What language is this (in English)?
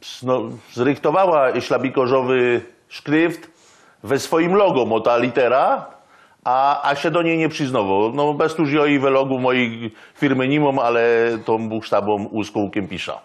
Silesian